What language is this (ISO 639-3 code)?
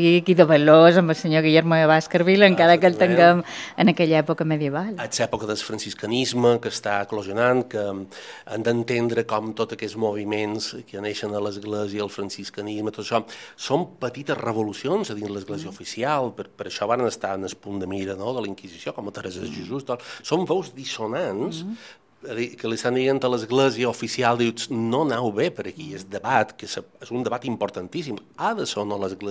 cat